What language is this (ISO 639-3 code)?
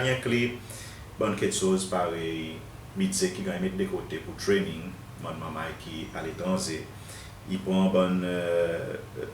crs